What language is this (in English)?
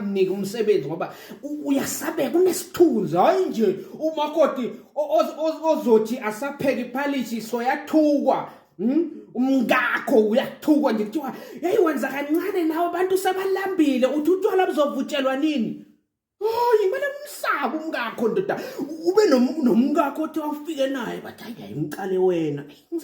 Zulu